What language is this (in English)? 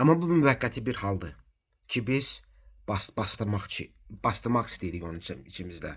Azerbaijani